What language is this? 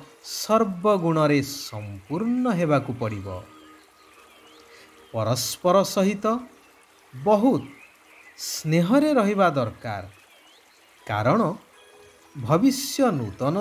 Odia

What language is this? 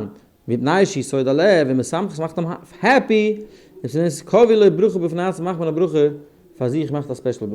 Yiddish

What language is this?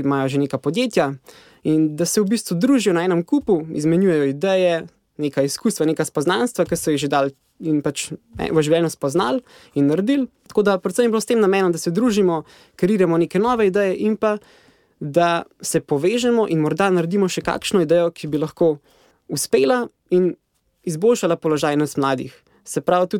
Slovenian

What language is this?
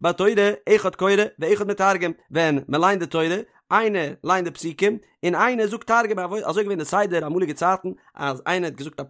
Yiddish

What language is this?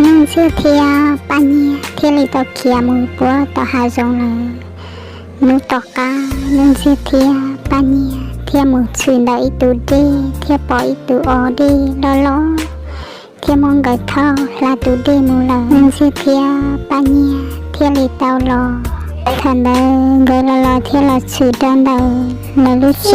Hmong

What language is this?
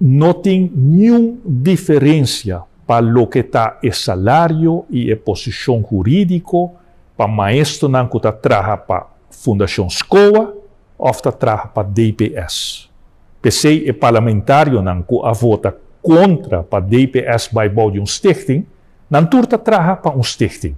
Papiamento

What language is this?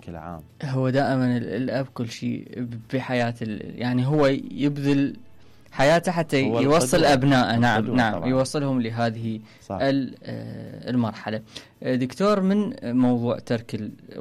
Mesopotamian Arabic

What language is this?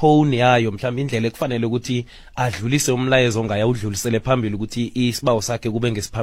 South Ndebele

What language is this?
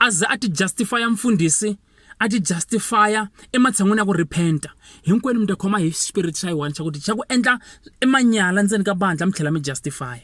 Tsonga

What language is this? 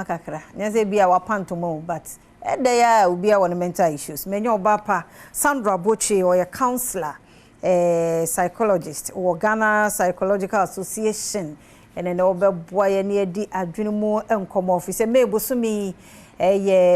Akan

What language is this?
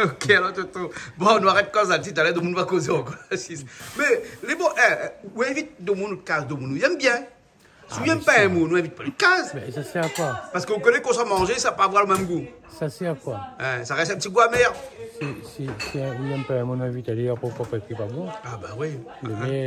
Réunion Creole French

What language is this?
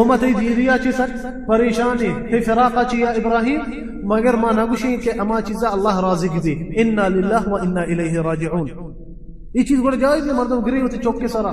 Baluchi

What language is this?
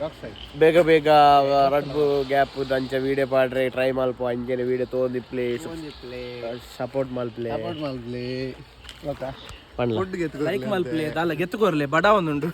Tulu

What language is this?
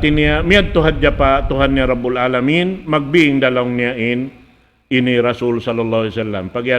Tausug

